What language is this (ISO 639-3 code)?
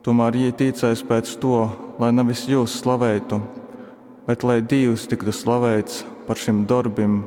ltg